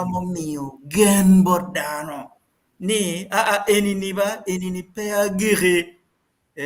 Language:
Acoli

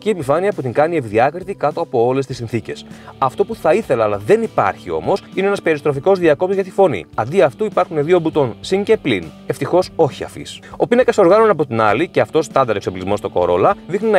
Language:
Greek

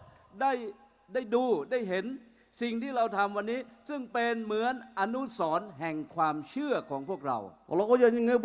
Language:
Lahu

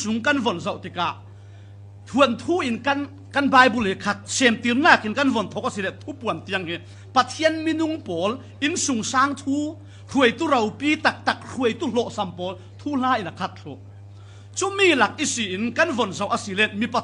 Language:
Falam Chin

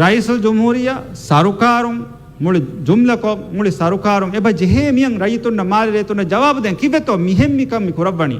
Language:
Divehi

